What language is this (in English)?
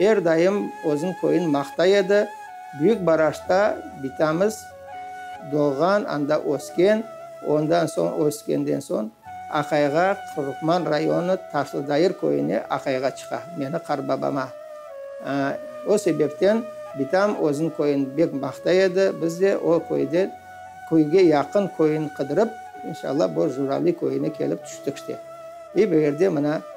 Crimean Tatar